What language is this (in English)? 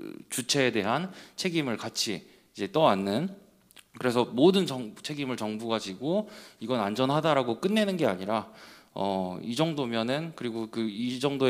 Korean